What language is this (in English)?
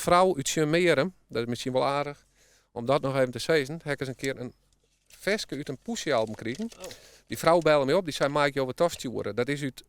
Western Frisian